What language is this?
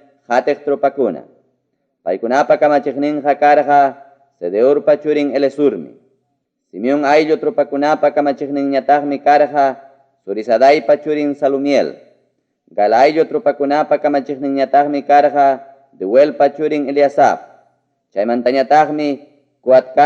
Ayacucho Quechua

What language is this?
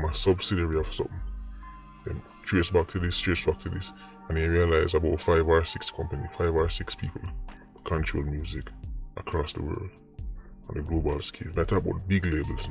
Jamaican Creole English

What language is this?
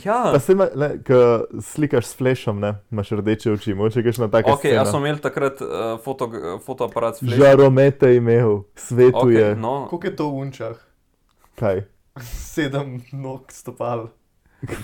Slovenian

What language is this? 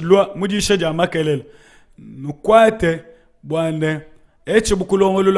Luba-Lulua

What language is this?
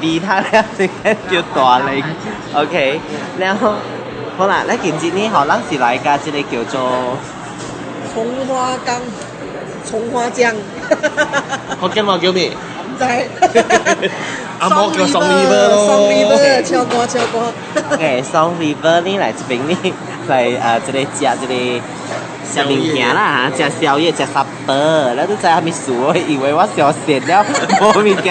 Min Nan Chinese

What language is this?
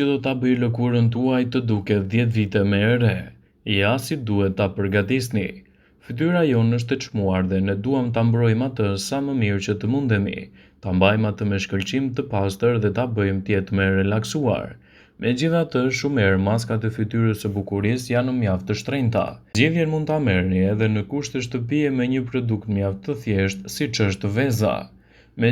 Albanian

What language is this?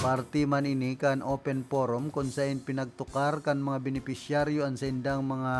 Bikol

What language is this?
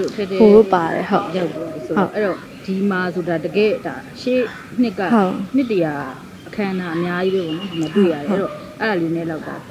Burmese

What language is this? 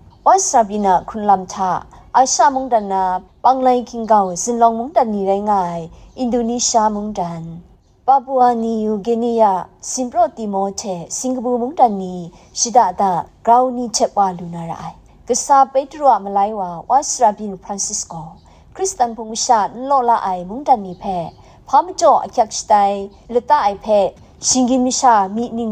Kachin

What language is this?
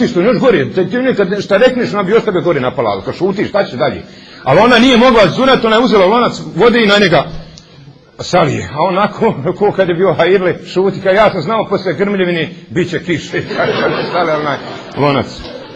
Bosnian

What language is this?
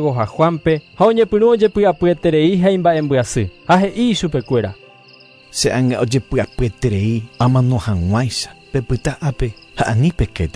Guarani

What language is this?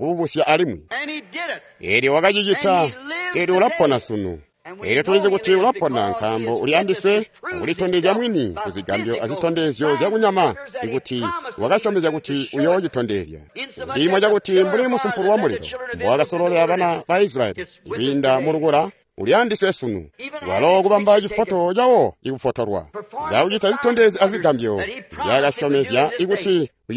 Tonga (Zambia)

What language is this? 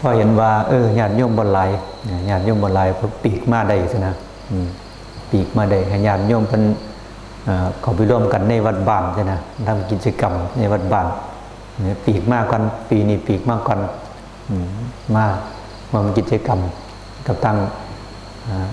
Northeastern Thai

